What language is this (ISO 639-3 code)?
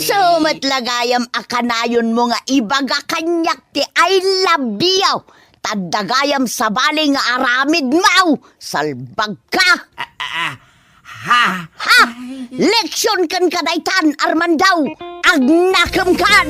ilo